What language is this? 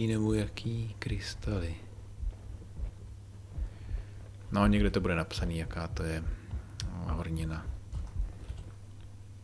Czech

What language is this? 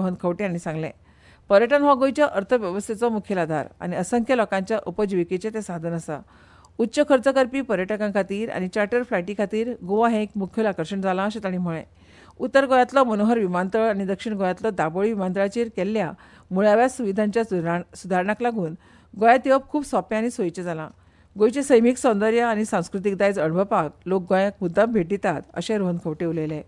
Konkani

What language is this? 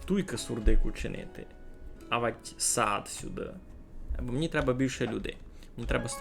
Rusyn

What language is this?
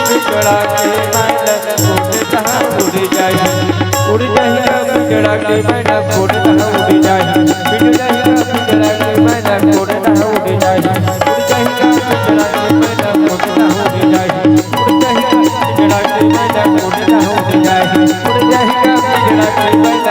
Chhattisgarhi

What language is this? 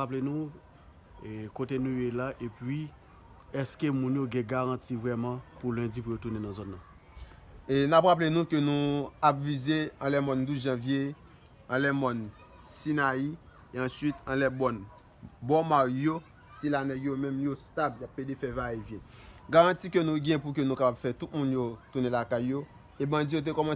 Haitian Creole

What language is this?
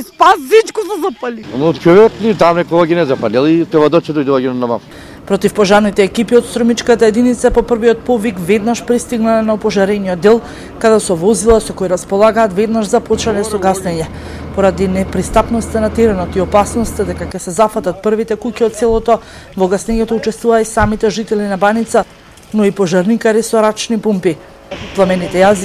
Macedonian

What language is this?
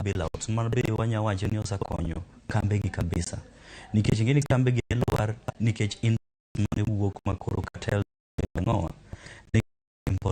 Luo (Kenya and Tanzania)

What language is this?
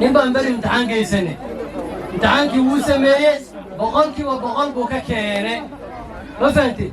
Somali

